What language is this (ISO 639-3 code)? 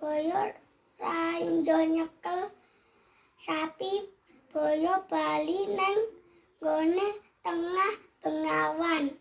jav